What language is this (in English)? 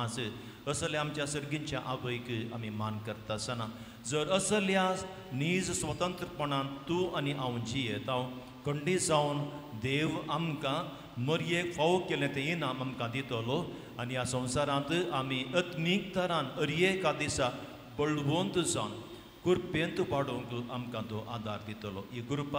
Konkani